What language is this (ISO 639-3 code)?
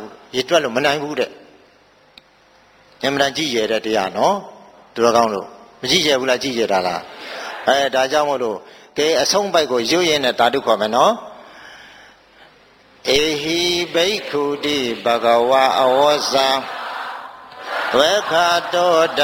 mya